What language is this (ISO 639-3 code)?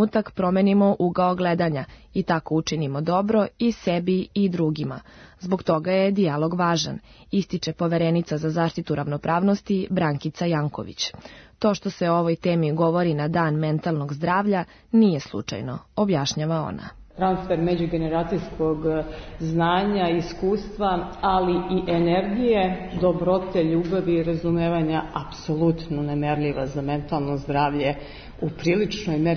srp